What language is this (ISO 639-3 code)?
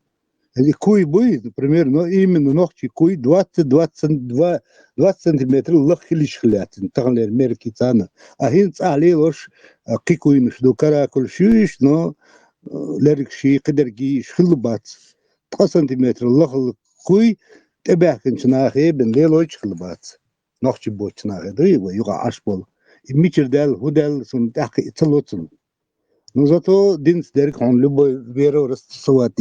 che